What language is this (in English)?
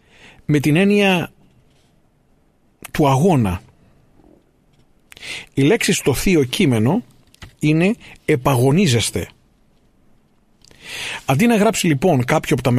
Greek